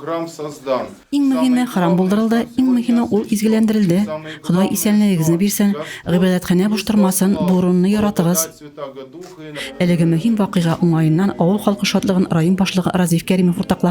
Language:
Tatar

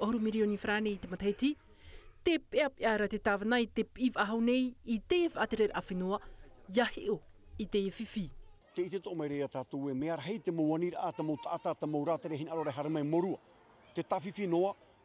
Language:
Tahitian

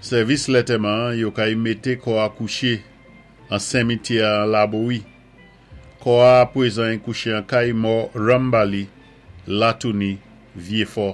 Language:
Saint Lucian Creole French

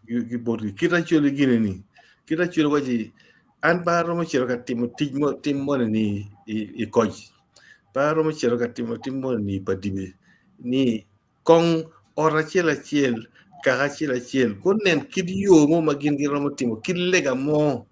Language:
Acoli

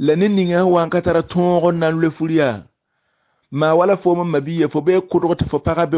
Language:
Mossi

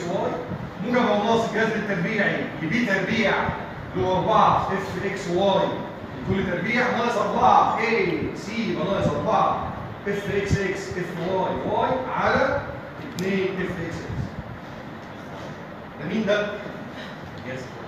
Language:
Egyptian Arabic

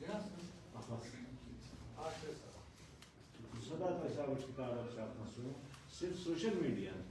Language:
Brahui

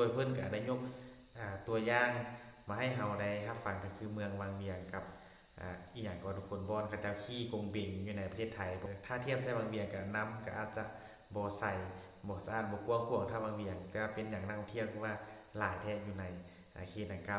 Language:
Northeastern Thai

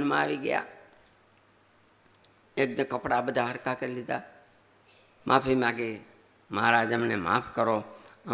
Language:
Gujarati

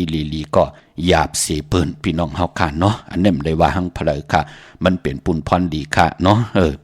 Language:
Shan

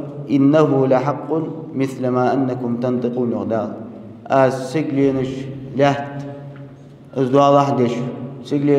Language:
Ingush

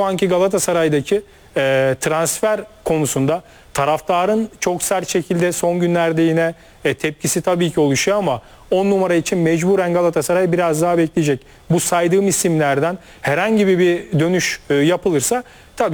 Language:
Turkish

